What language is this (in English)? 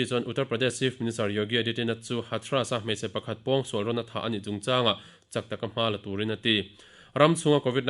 Mizo